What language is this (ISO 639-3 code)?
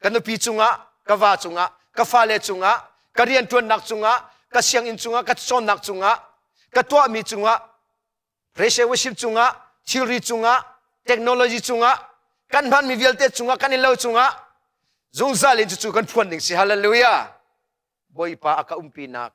cnh